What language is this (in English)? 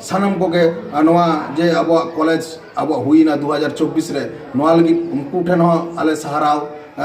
Santali